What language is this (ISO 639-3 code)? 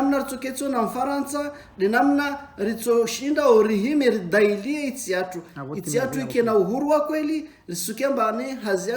zdj